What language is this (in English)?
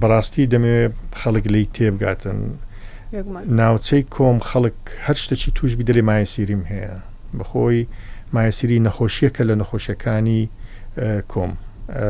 Central Kurdish